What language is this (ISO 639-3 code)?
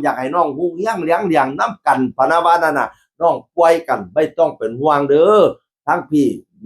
tts